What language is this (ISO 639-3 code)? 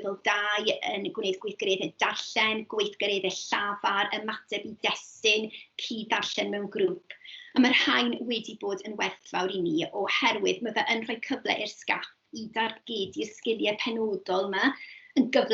cym